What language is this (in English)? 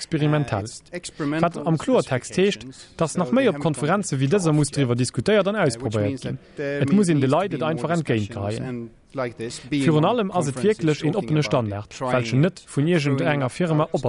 Luxembourgish